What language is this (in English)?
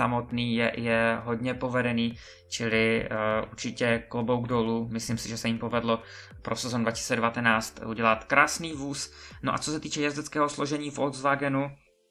Czech